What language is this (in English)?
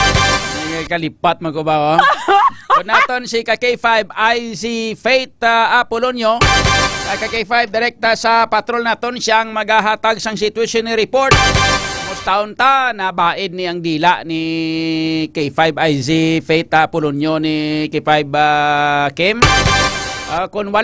Hiligaynon